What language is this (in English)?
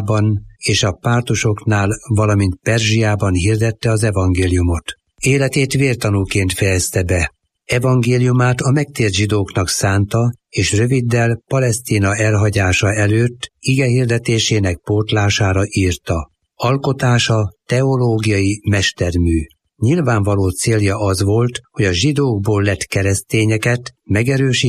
Hungarian